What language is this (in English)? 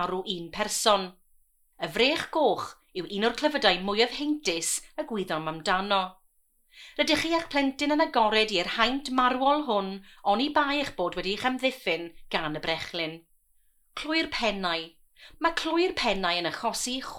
Welsh